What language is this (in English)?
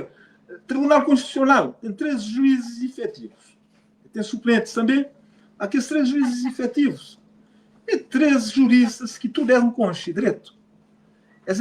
Kabuverdianu